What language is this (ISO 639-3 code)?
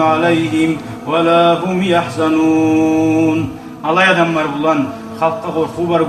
kum